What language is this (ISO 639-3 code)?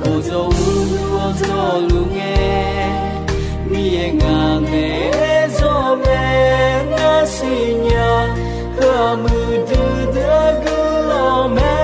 ahk